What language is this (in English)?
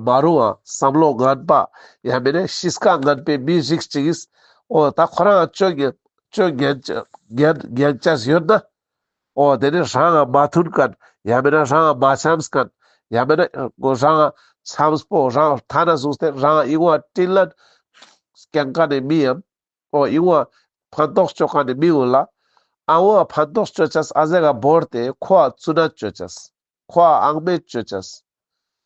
Ladakhi